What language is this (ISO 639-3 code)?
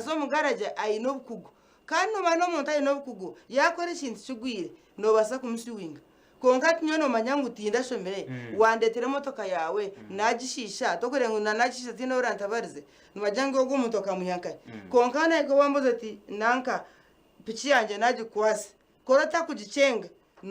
nyn